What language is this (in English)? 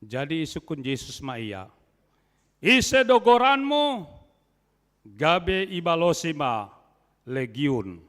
Batak Simalungun